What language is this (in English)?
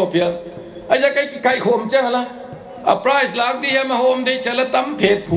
Paite Chin